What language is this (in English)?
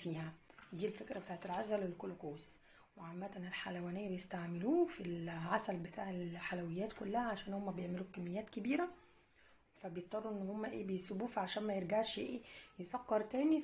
Egyptian Arabic